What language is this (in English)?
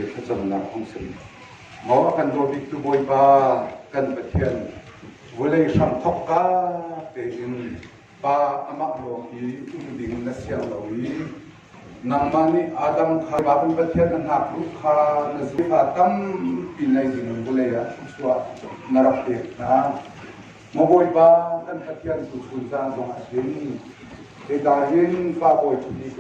Hakha Chin